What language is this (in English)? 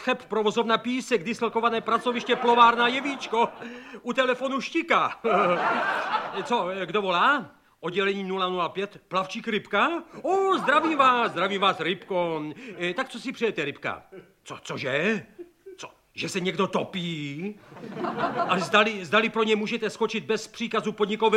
Czech